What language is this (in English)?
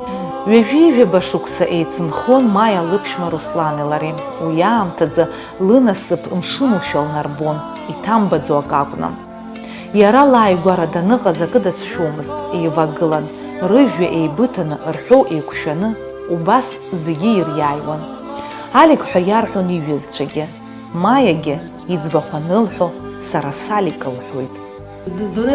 Abkhazian